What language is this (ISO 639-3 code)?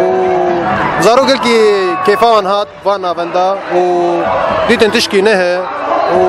kur